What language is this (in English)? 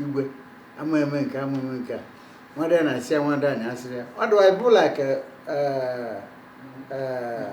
Igbo